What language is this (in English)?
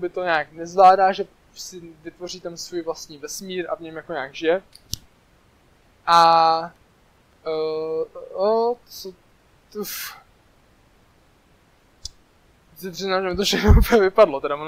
Czech